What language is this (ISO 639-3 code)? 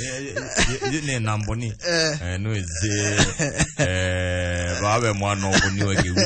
kam